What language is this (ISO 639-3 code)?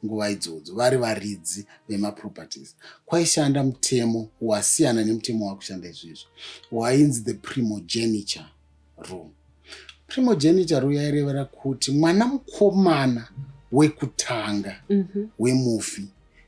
sna